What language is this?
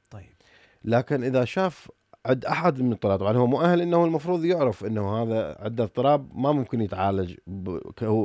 Mesopotamian Arabic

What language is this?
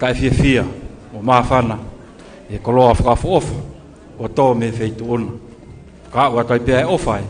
Tongan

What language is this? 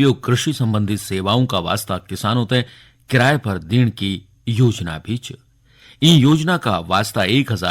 Garhwali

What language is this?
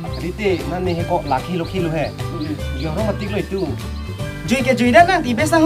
Karbi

